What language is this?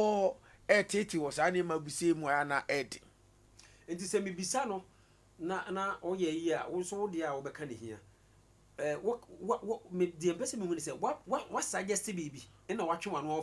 Akan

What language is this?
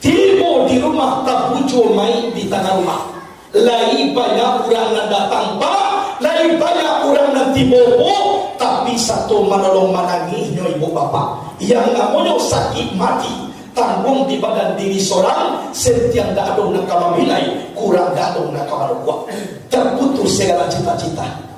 Minangkabau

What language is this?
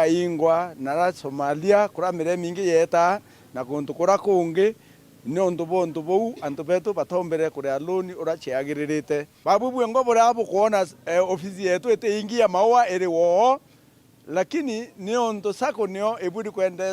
Meru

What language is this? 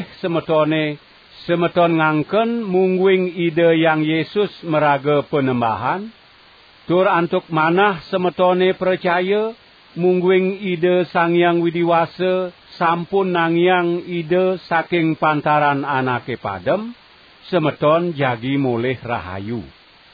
Balinese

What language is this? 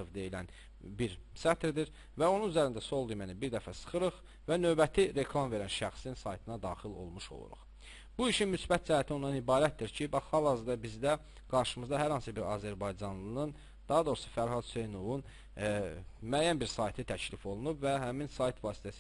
Azerbaijani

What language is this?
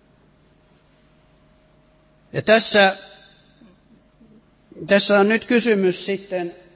Finnish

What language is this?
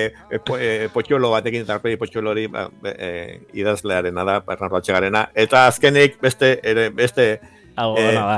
Basque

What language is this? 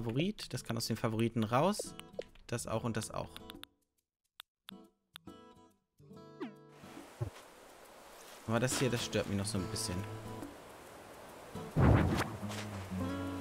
German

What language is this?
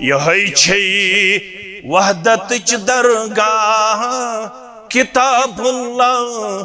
Kashmiri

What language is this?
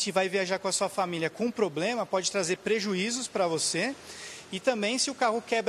Portuguese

